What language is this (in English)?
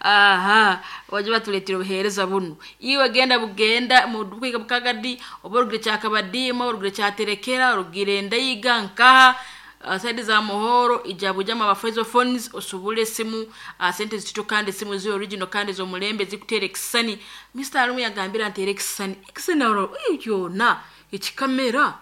Nyankole